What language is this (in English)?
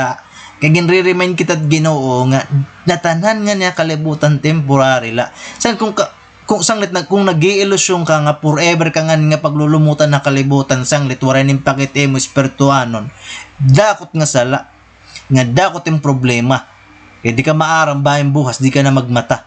Waray